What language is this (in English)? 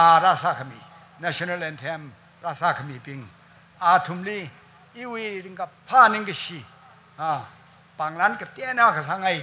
Tangkhul Naga (India)